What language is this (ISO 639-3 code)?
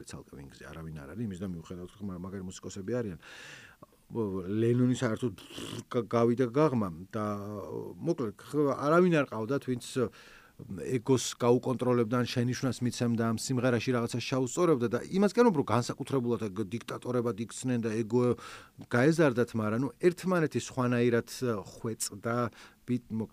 kat